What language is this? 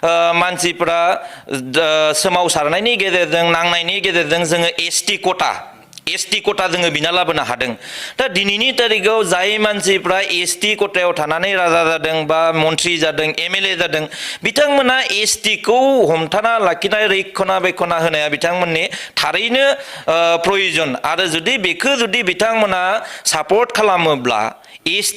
Bodo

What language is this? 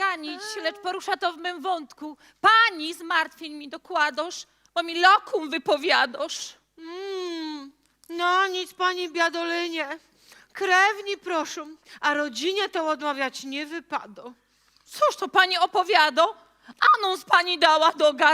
Silesian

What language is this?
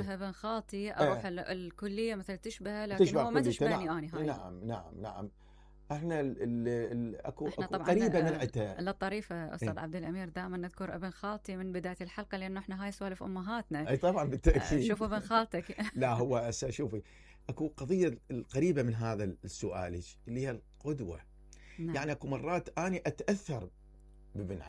Mesopotamian Arabic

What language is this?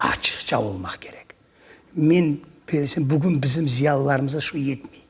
Crimean Tatar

